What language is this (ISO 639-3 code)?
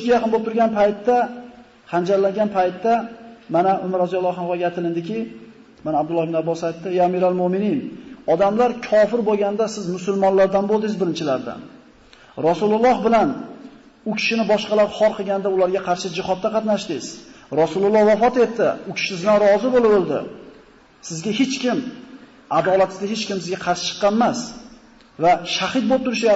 uzb